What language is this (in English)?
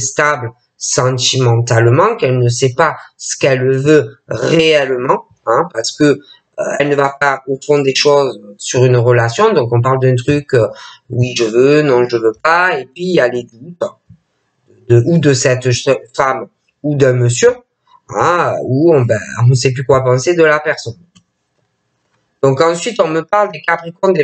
French